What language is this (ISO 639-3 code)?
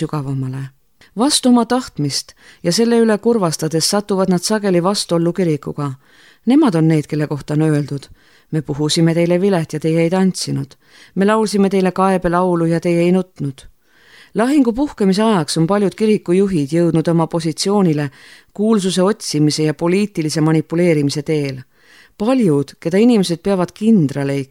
est